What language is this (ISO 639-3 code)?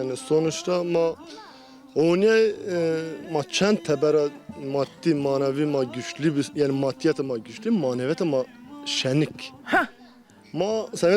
zza